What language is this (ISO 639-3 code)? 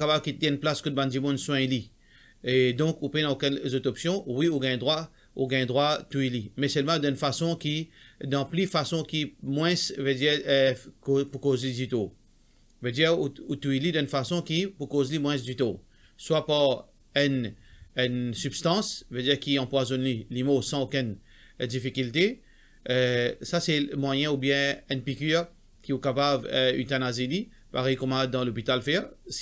mfe